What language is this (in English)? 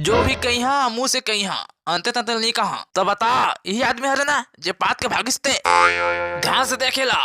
Chhattisgarhi